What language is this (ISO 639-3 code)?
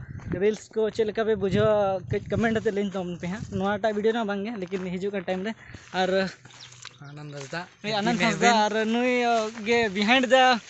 sat